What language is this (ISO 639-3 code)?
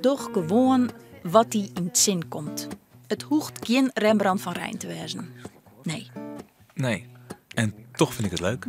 fry